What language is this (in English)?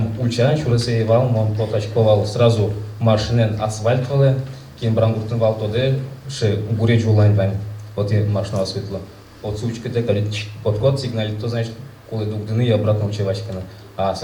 Udmurt